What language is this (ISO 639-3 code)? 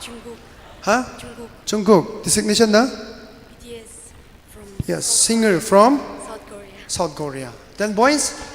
nmf